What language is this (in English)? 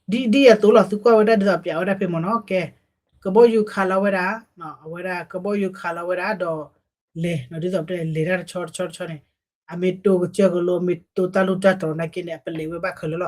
S'gaw Karen